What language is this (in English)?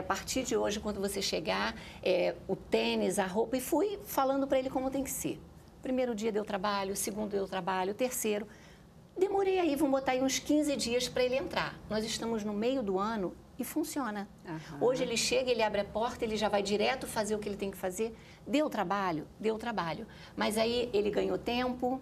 Portuguese